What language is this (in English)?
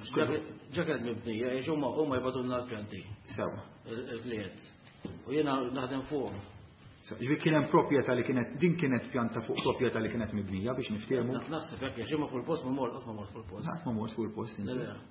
Maltese